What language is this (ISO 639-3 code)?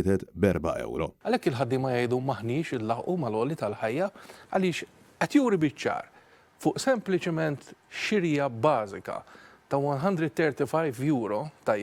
mlt